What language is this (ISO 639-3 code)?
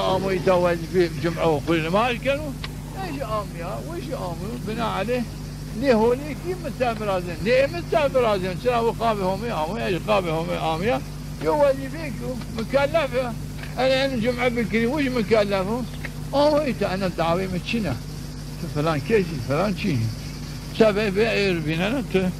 zza